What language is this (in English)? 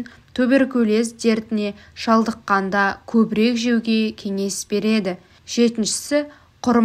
Kazakh